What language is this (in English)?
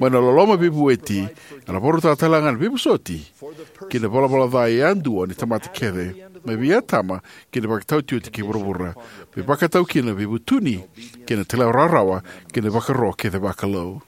Fijian